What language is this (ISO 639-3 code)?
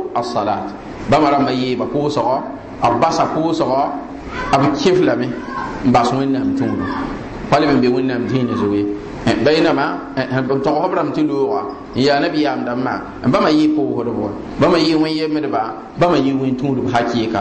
mos